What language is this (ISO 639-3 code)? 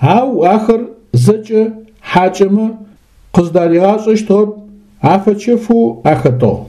ady